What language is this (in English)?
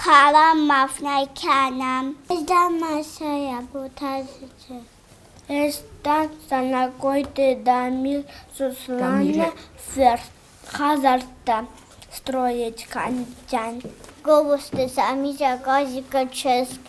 Ossetic